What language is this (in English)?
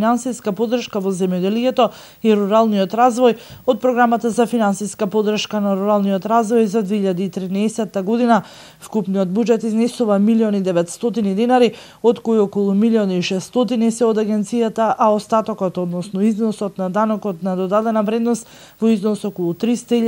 Macedonian